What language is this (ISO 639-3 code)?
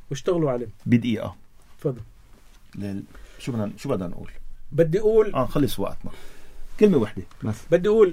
apc